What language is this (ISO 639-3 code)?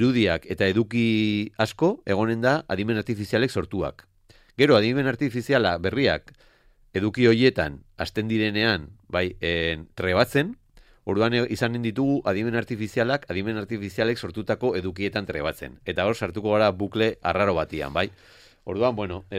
eus